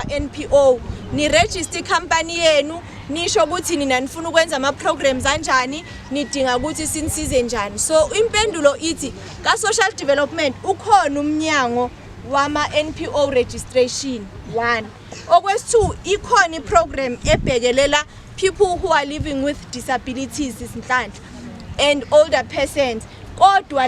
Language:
Zulu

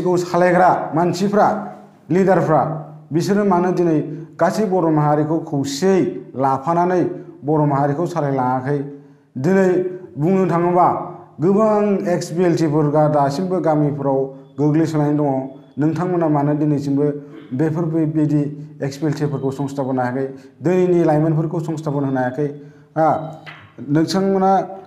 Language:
Bodo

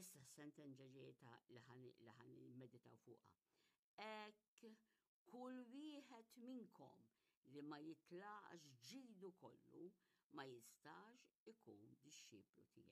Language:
Maltese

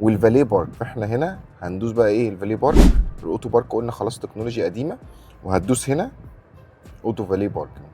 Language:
Egyptian Arabic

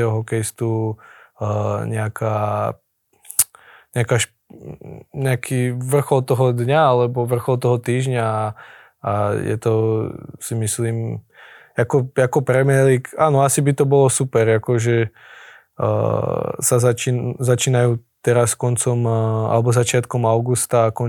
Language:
Slovak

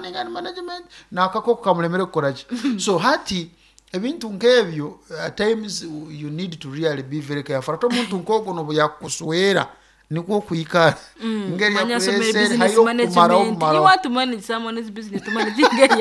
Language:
Nyoro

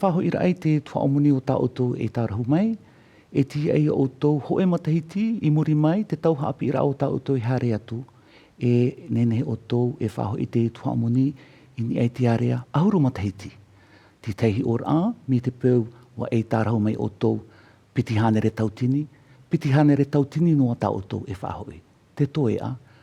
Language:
Tahitian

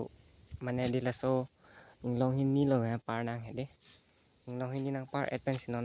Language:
Karbi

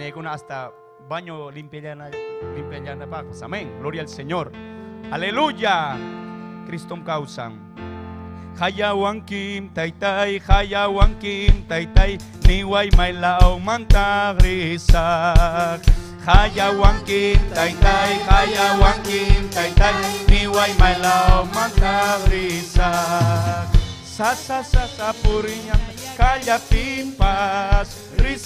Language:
Ayacucho Quechua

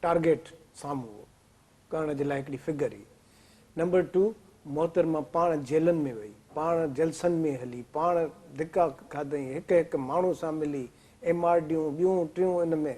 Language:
Sindhi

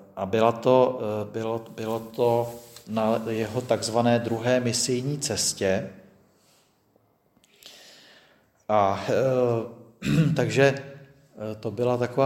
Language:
Czech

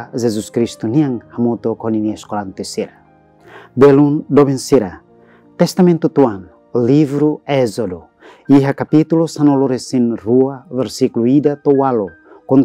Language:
Tetum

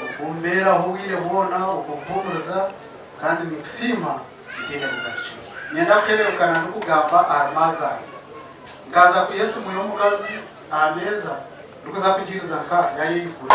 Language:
Nyankole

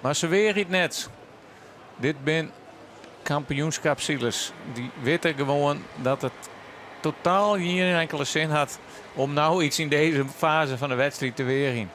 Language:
Western Frisian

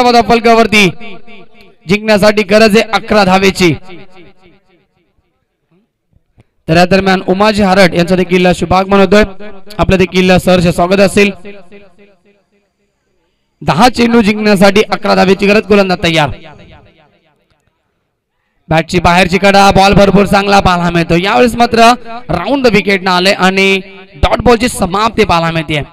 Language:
Marathi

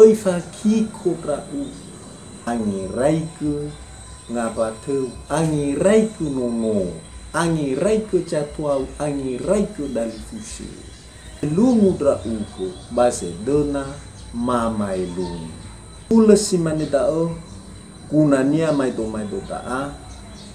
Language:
Nias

